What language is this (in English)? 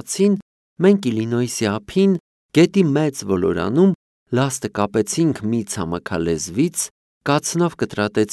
Armenian